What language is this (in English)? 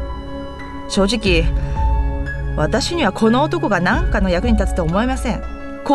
Japanese